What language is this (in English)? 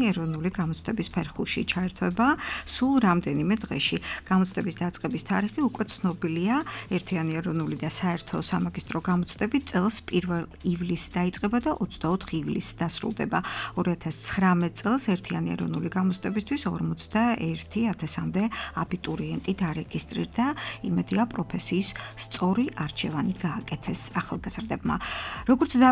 Georgian